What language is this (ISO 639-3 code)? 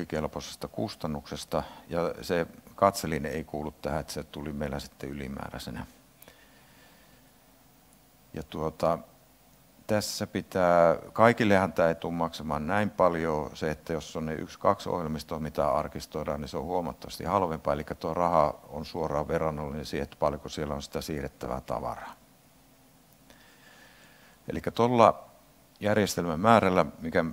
fin